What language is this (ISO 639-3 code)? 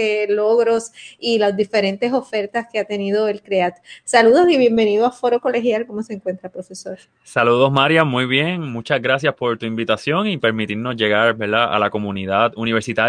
spa